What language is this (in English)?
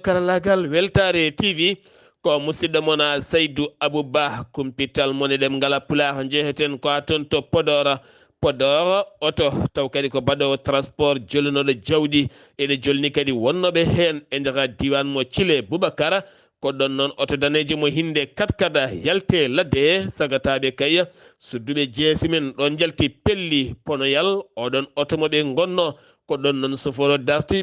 Fula